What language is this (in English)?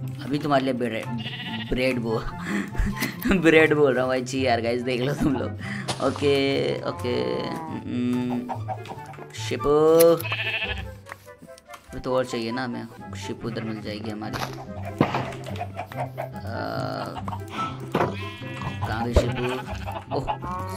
Hindi